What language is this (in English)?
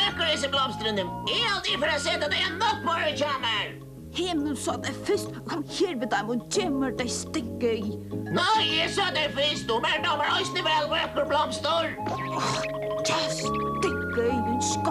Faroese